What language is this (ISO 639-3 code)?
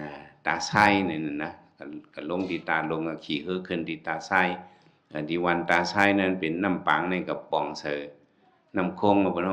shn